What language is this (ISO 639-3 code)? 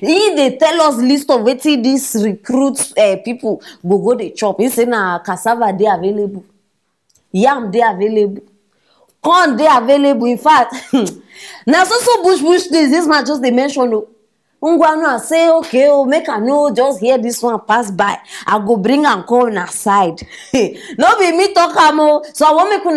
pcm